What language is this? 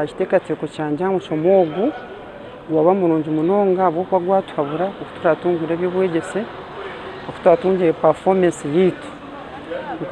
Nyankole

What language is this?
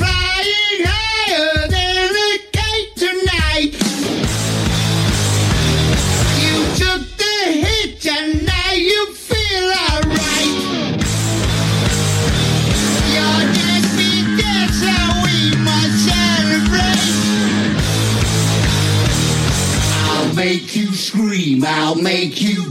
Italian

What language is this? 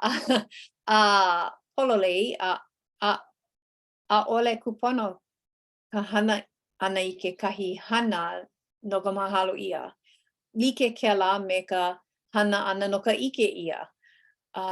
Hawaiian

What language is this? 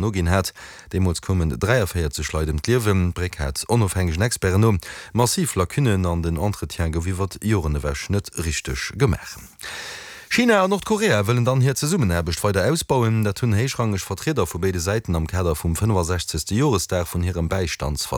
Luxembourgish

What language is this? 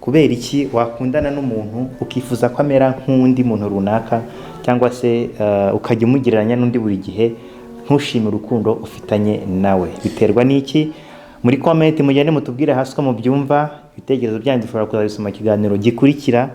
Kinyarwanda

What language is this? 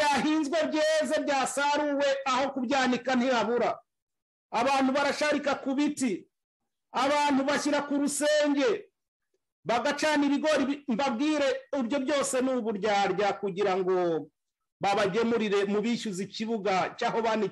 Kinyarwanda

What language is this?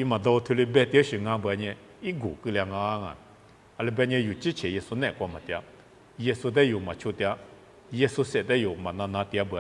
Lisu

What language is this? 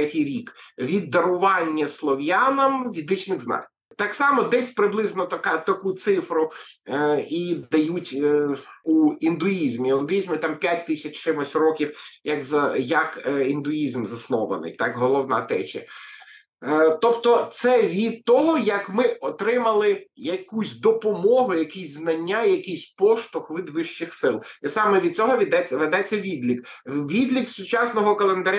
Ukrainian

